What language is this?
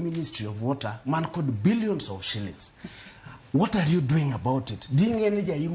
Luo (Kenya and Tanzania)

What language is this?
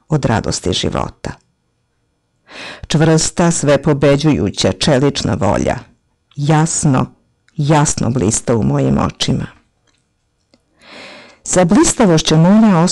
Serbian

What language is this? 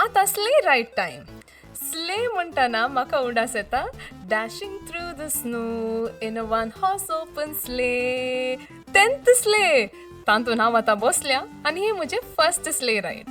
Konkani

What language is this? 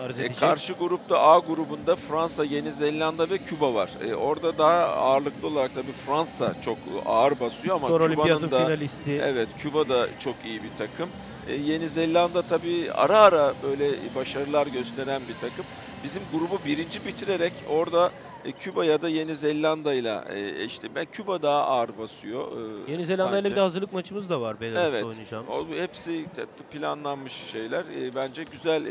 Turkish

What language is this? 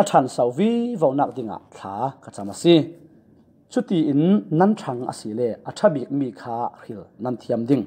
Falam Chin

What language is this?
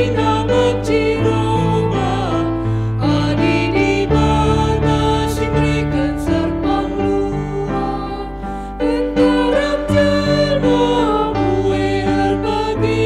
Batak Karo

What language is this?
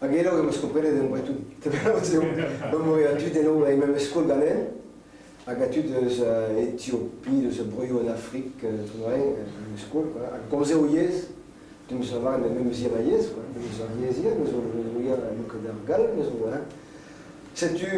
Breton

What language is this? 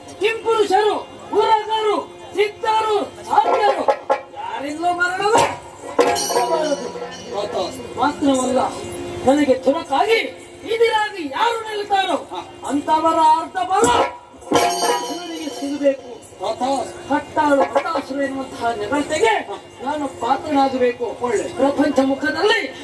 Kannada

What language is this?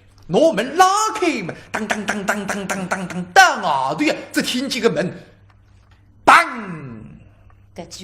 Wu Chinese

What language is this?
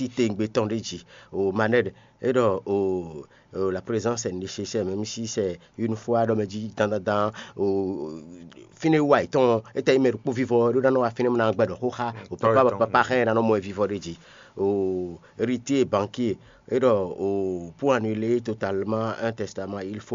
Fon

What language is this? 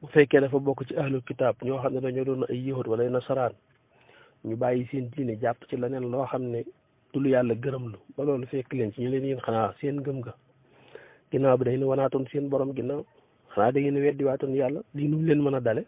Wolof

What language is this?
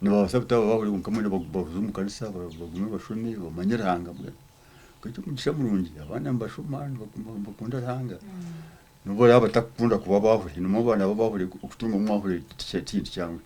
Nyankole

